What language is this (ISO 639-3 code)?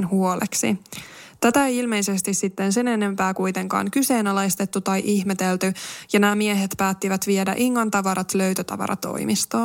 fin